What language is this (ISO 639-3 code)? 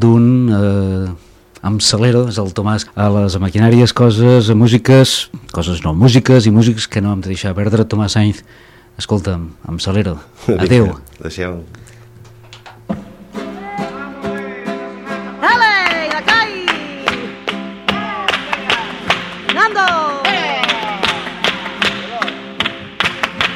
cat